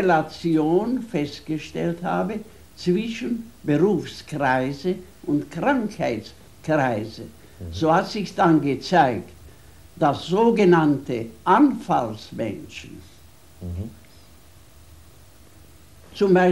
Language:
German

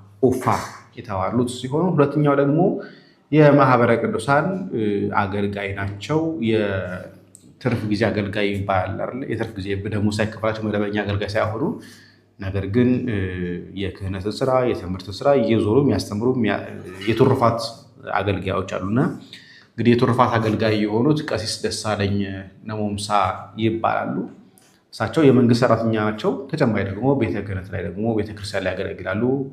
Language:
Amharic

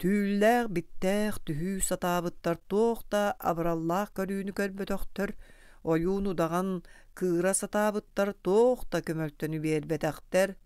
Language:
Yakut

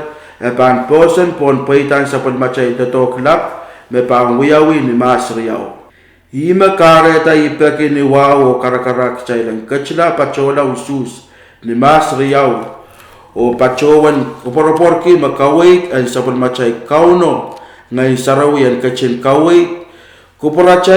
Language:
Pohnpeian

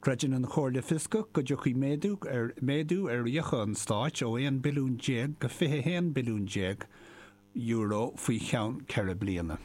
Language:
Irish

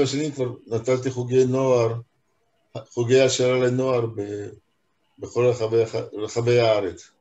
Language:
Hebrew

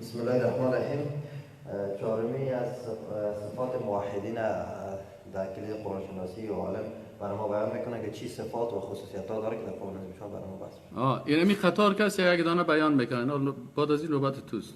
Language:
Persian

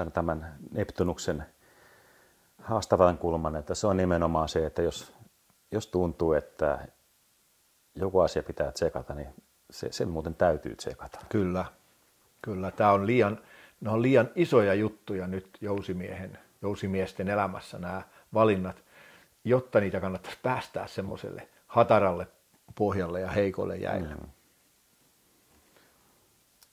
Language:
Finnish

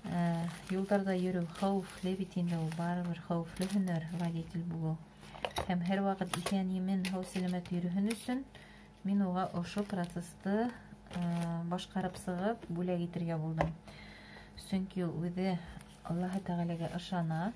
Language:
Bashkir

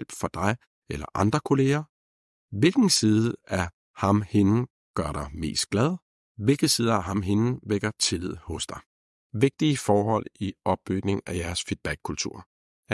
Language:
Danish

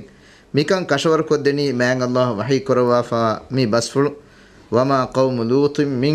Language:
Divehi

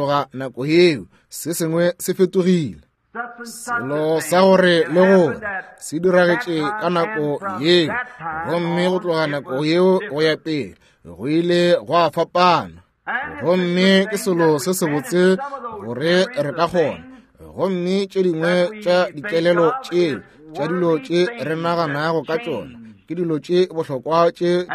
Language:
Northern Sotho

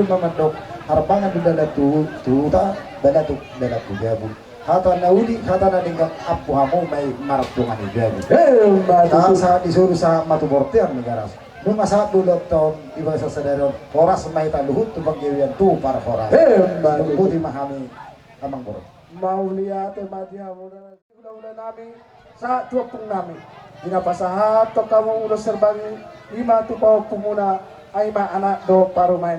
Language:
Batak Toba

